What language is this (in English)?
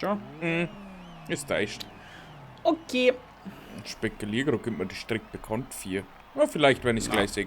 Bavarian